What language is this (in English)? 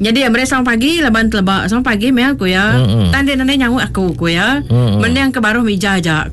Iban